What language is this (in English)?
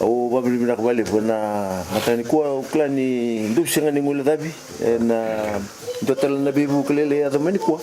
Fijian